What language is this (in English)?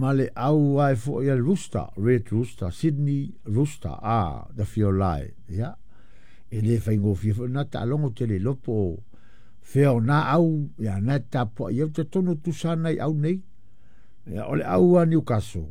Samoan